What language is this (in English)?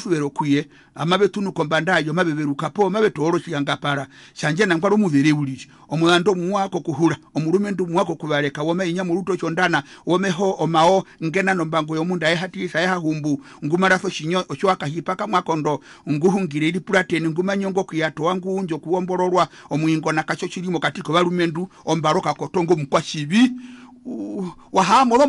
Herero